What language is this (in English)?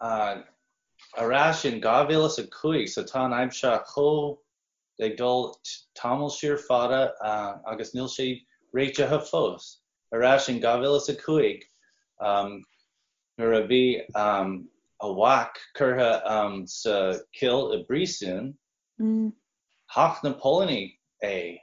Irish